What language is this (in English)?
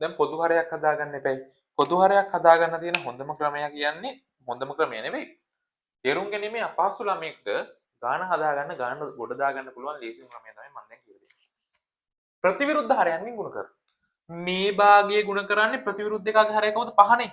Sinhala